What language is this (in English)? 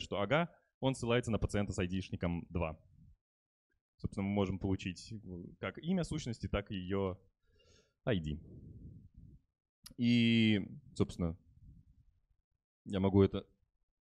Russian